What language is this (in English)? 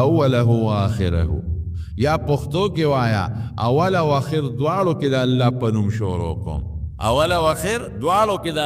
Pashto